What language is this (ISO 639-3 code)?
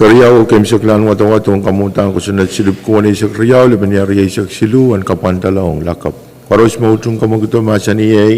pon